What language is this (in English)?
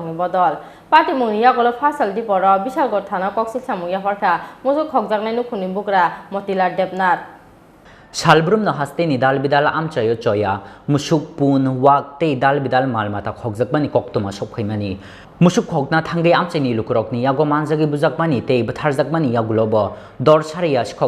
Kok Borok